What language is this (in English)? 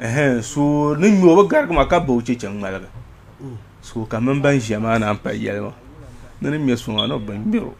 Dagbani